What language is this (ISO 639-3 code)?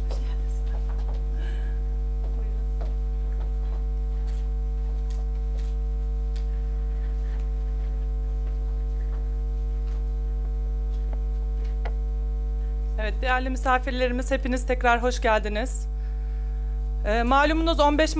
tur